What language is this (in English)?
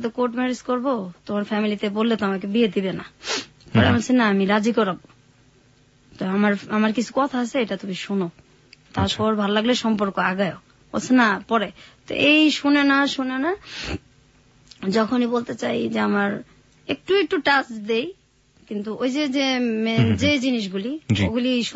Bangla